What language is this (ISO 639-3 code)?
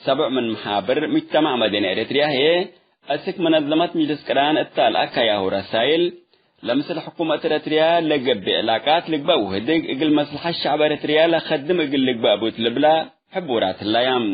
tig